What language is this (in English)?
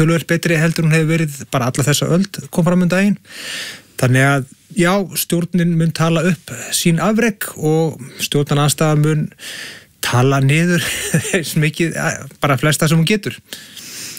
Icelandic